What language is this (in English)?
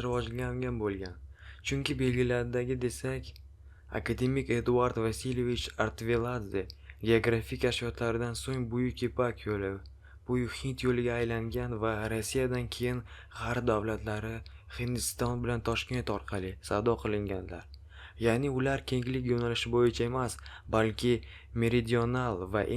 Uzbek